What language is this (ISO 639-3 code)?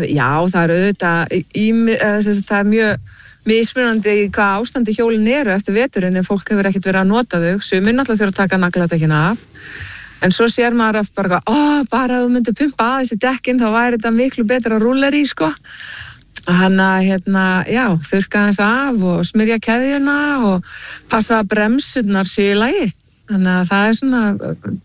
isl